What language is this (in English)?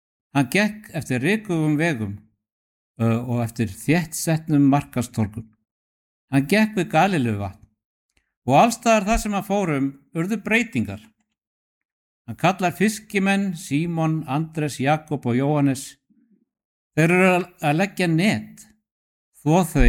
Icelandic